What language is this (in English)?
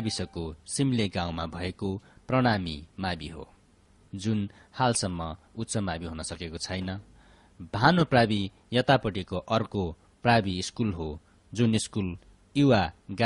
Nepali